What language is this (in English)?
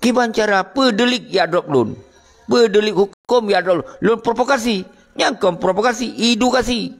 Achinese